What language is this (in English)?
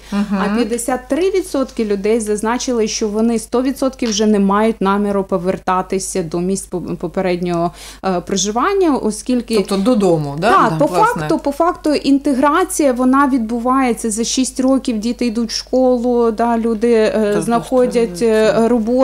Ukrainian